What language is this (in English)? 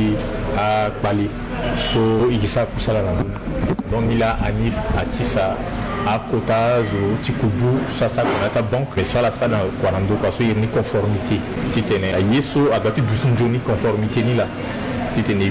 Sango